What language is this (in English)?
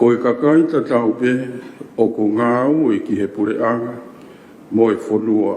Tongan